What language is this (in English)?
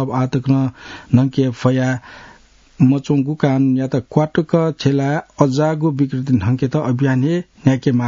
Newari